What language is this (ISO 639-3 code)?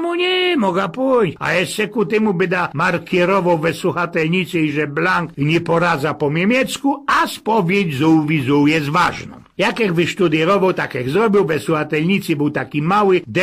szl